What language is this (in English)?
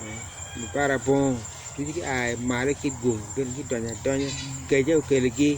Acoli